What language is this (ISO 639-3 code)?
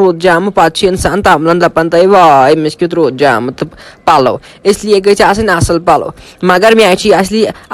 kas